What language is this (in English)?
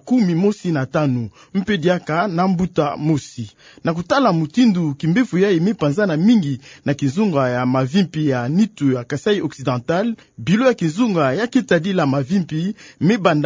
Kituba (Democratic Republic of Congo)